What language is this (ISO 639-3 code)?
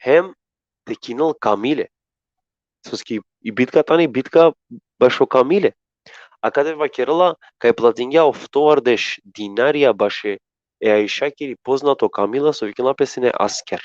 rmn